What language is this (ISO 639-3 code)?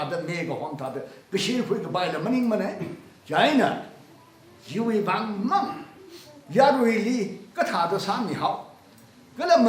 nmf